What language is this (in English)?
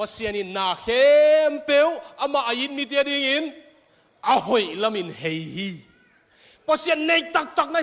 Tedim Chin